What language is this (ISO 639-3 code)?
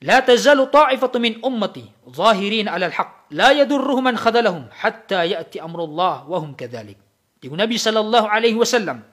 mrw